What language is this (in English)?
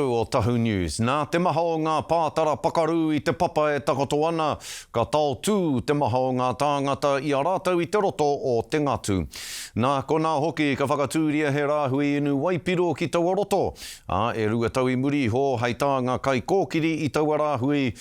Māori